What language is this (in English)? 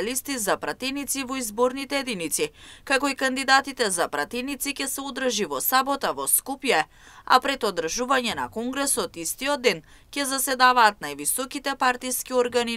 Macedonian